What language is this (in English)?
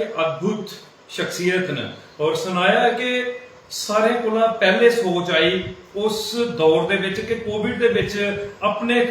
Dogri